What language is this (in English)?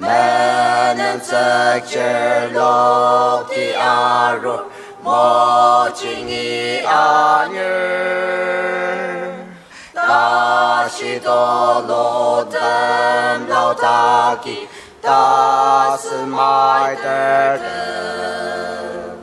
Ao Naga